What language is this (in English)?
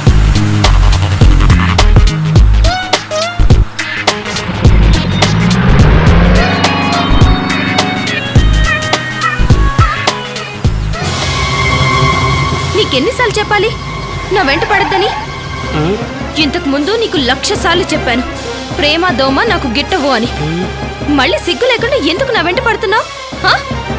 Telugu